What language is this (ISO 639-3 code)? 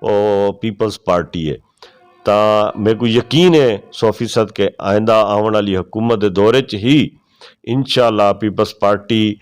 lah